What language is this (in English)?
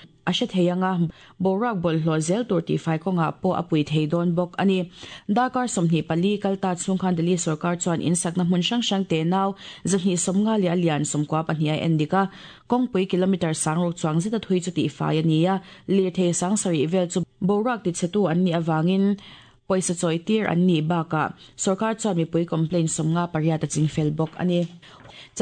Mizo